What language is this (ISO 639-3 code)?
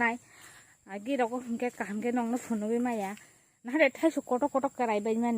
trp